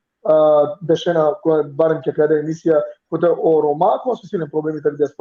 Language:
Balkan Romani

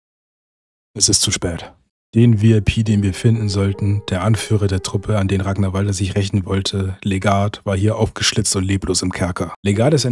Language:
German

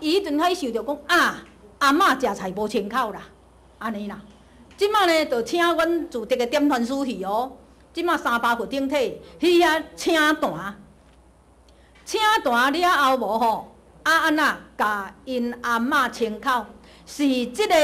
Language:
Min Nan Chinese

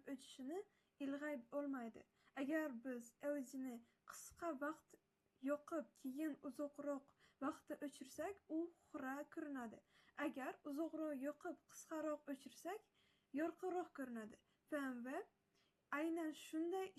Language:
Uzbek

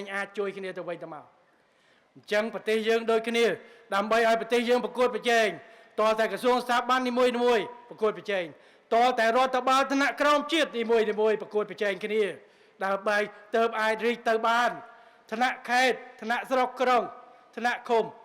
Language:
Khmer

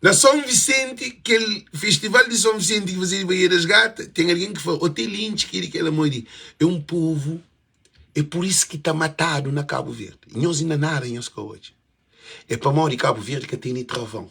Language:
Kabuverdianu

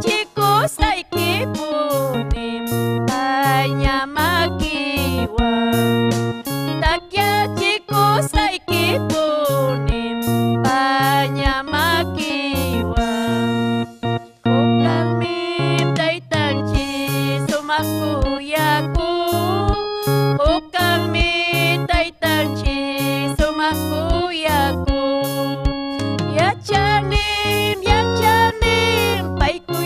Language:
Ayacucho Quechua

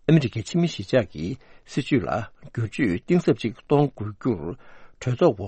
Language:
Tibetan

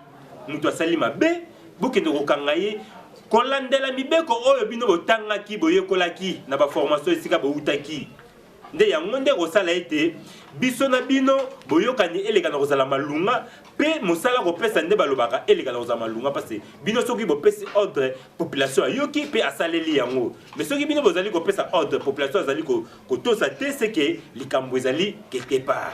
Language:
Lingala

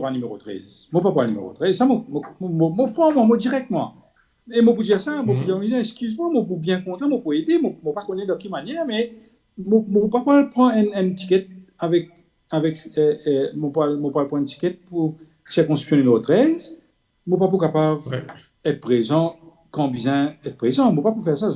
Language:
Morisyen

